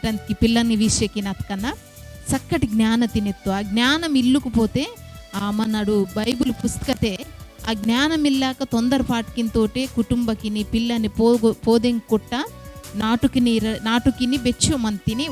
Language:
Koya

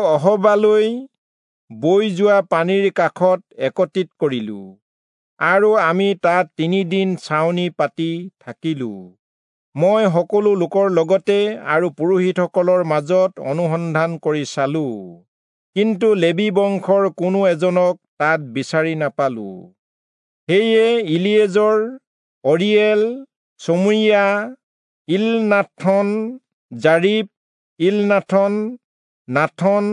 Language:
Assamese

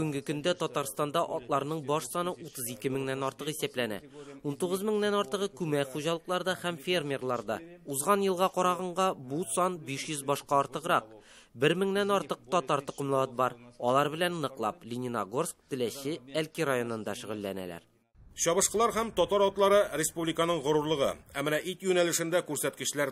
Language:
Tatar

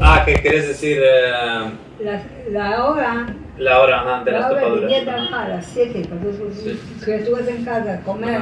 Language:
Ladino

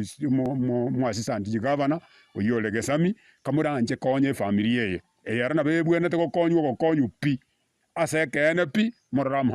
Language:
Gusii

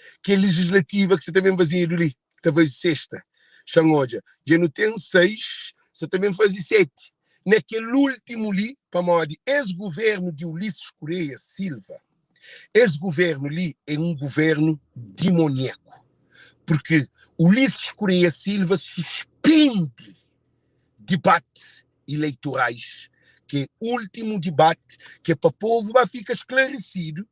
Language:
Kabuverdianu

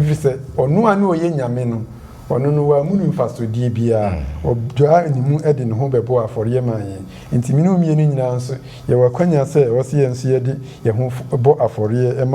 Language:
Akan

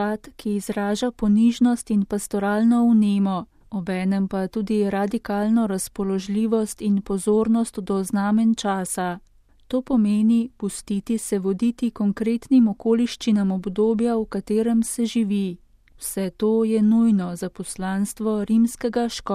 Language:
Slovenian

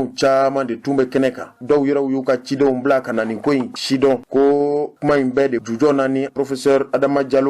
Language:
Bambara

